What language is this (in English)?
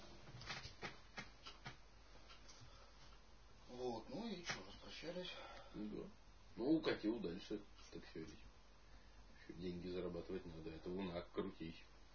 Russian